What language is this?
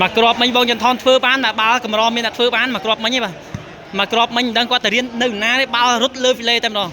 Khmer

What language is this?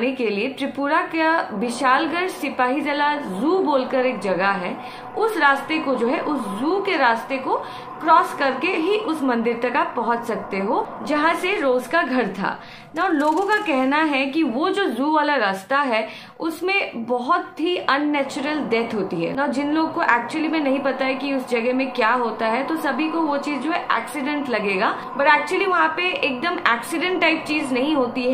Hindi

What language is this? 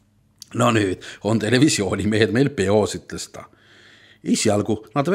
Estonian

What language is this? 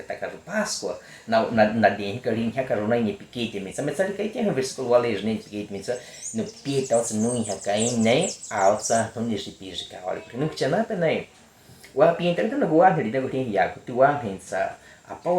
Baniwa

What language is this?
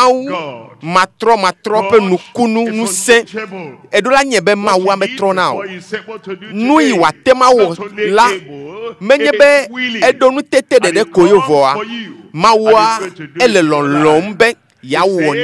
Ewe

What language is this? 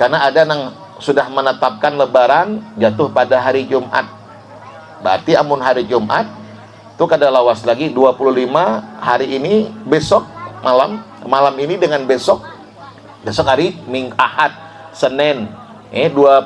Banjar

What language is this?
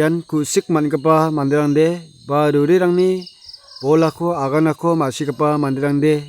Garo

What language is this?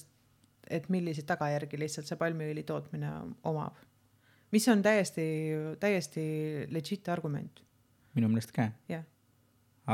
Estonian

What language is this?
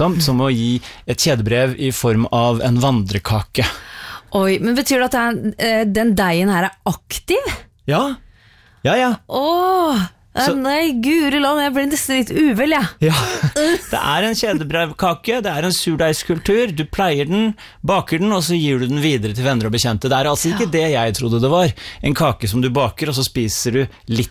Norwegian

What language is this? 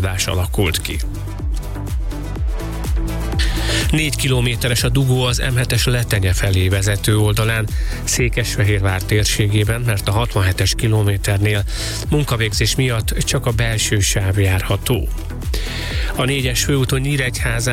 Hungarian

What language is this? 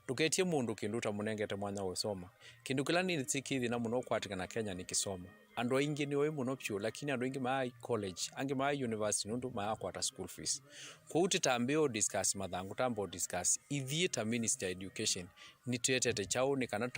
Kamba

